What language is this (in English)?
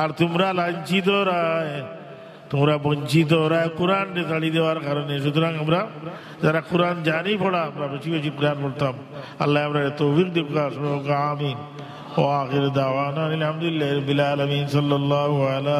Sylheti